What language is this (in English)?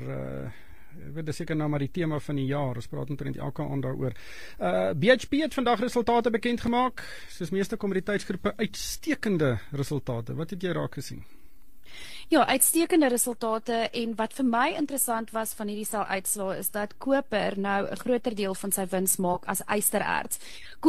Afrikaans